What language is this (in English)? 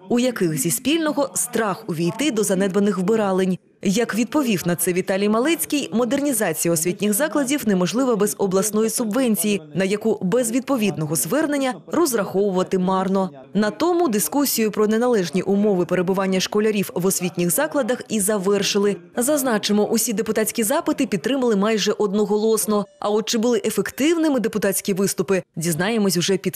Ukrainian